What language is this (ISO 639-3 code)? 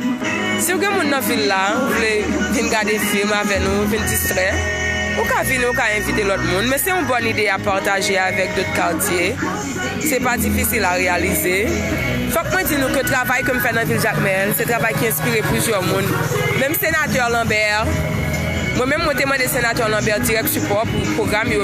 hat